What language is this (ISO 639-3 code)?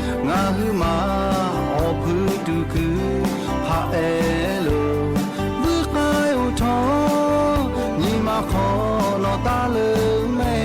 lhu